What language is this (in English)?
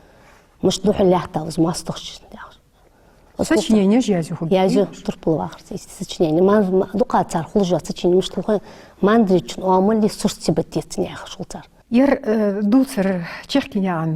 Ingush